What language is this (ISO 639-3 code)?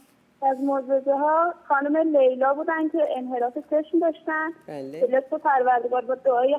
fas